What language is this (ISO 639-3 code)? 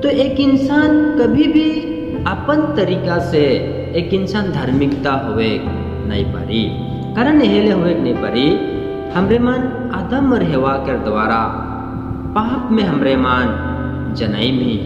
sck